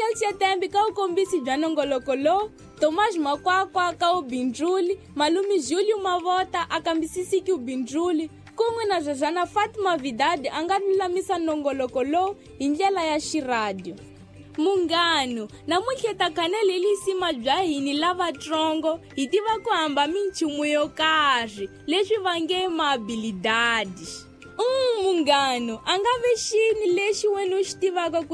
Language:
Tsonga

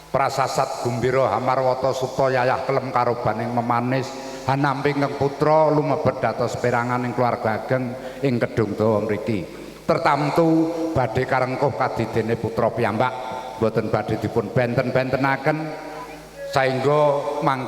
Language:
Javanese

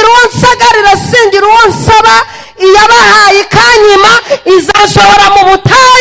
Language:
Kinyarwanda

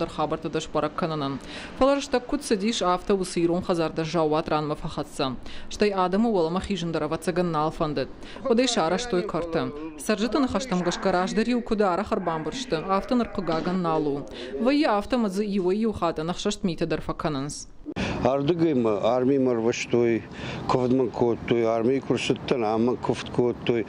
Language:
Ossetic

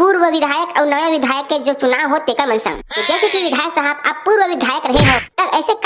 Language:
Chhattisgarhi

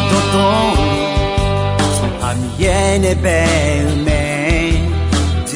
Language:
Akha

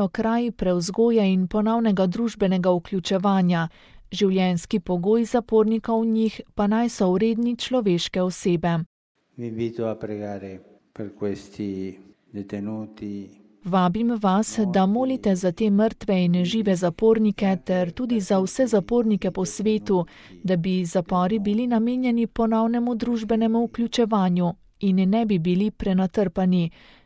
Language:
Slovenian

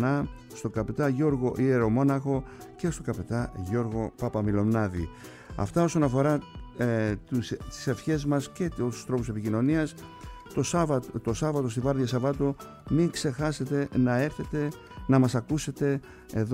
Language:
Greek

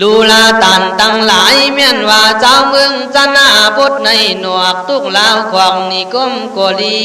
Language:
Khün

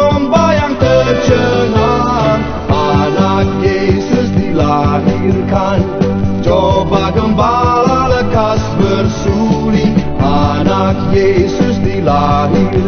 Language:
Indonesian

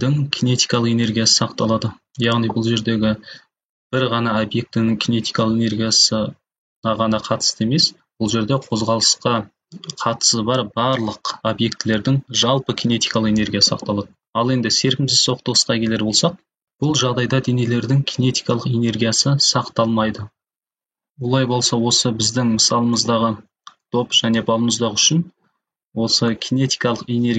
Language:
Kazakh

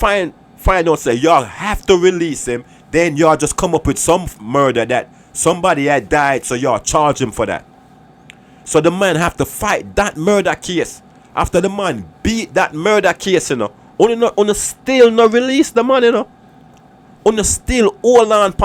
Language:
Jamaican Creole English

